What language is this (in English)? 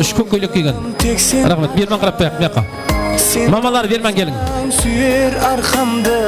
Kara-Kalpak